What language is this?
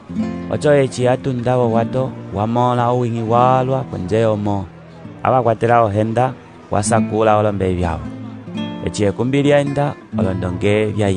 Umbundu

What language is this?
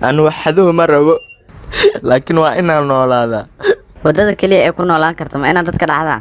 Somali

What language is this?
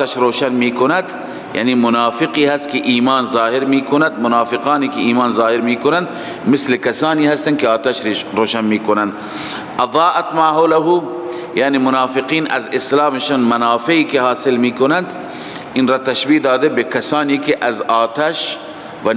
Persian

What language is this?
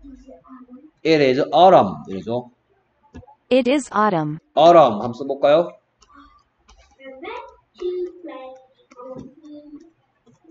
Korean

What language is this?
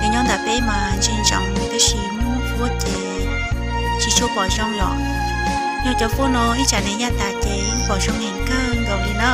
Hmong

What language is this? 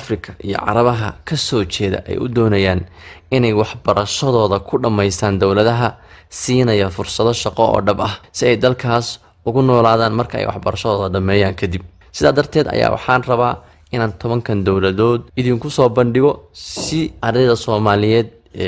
Somali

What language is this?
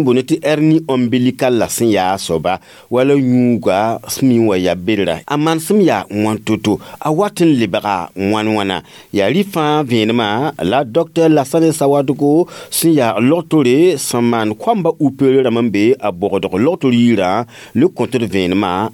Mossi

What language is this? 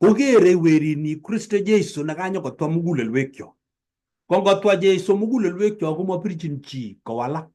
Kalenjin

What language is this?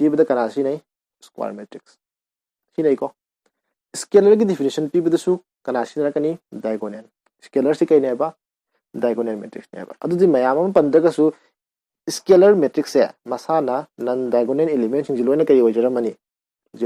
Manipuri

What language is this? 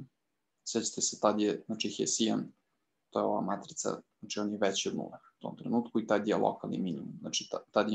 Serbian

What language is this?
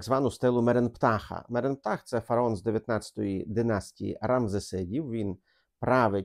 Ukrainian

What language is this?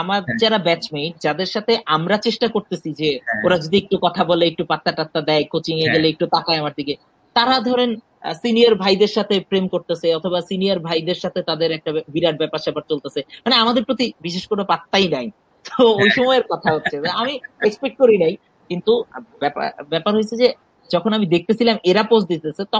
Bangla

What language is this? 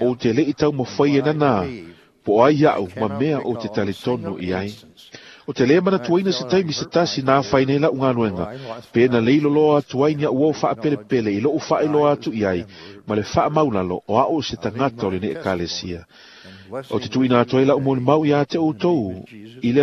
Samoan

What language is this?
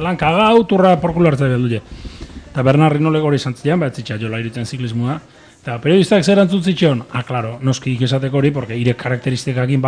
Basque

